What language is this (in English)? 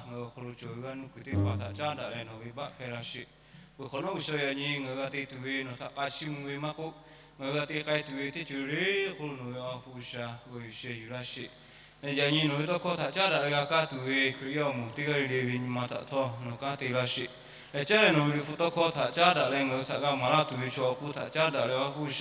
Lahu